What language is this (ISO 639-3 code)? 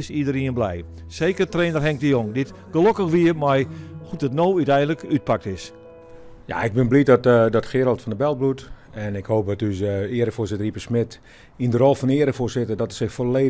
fry